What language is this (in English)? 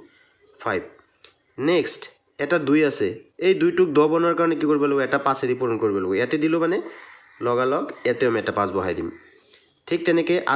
Assamese